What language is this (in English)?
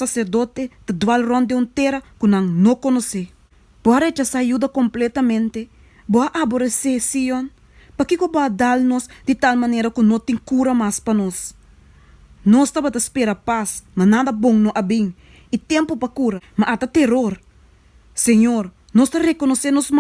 Papiamento